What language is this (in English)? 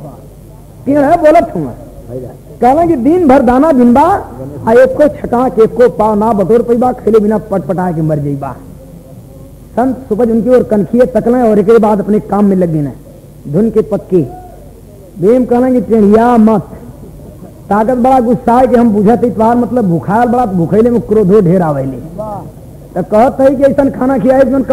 Bhojpuri